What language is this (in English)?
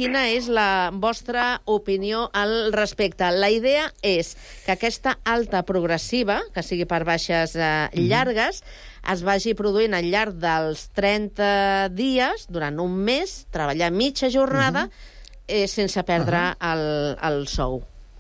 Catalan